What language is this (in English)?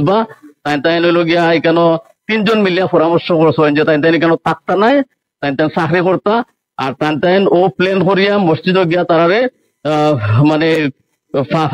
Sylheti